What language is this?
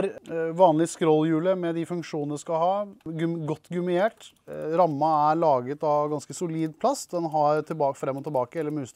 Norwegian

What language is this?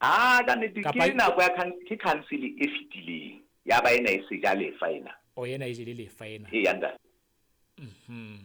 Southern Sotho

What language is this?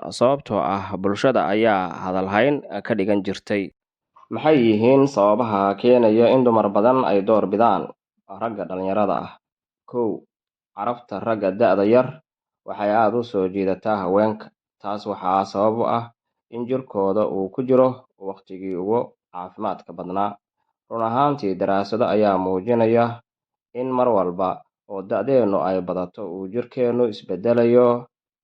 Somali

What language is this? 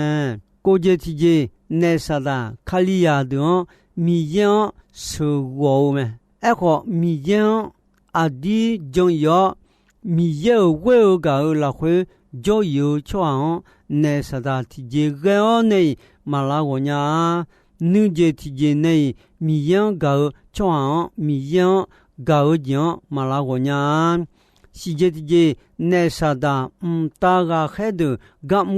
Akha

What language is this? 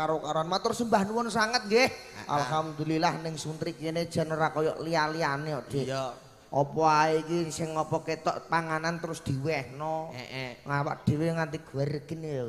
Javanese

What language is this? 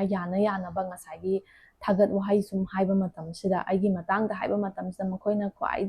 Manipuri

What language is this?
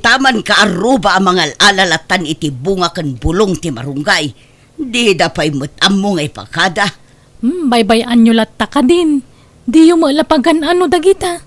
Iloko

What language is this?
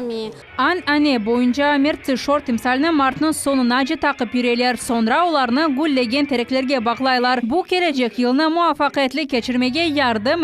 Crimean Tatar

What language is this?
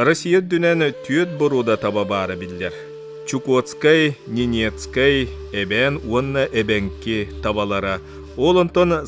Yakut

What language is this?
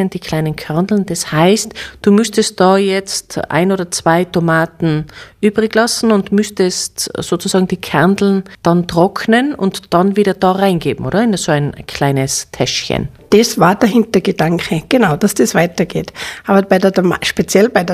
German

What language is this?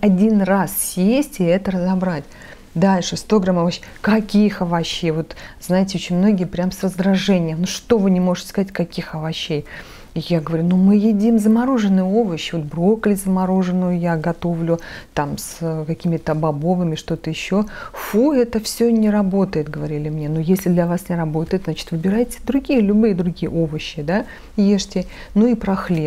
Russian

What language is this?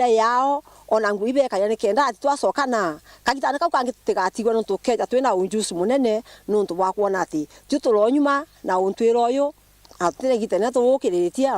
Meru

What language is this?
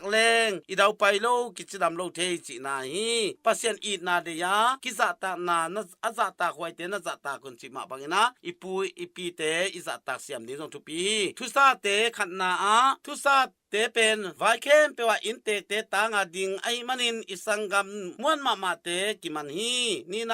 Tedim Chin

